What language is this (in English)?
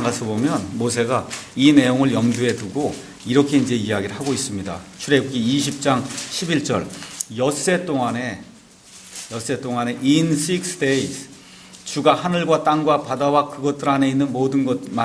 Korean